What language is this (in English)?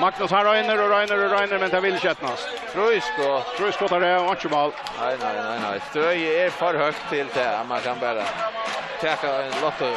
Faroese